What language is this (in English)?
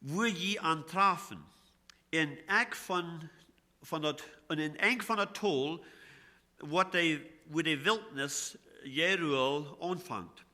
Plautdietsch